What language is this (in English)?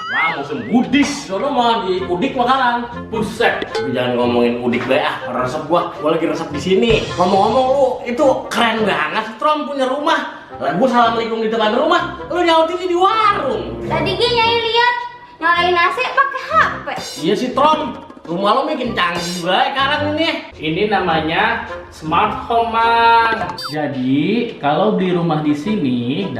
Betawi